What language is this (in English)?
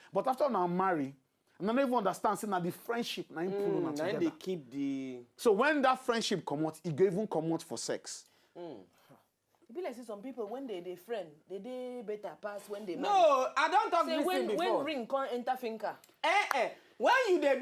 Nigerian Pidgin